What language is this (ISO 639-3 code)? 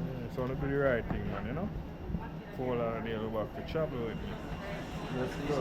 jam